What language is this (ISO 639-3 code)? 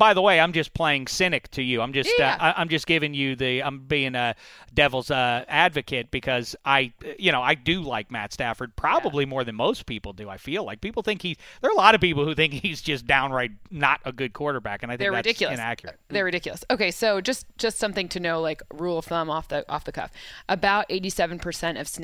eng